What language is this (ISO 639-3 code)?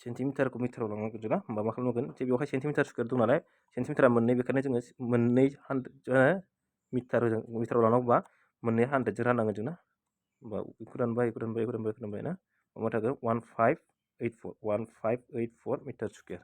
brx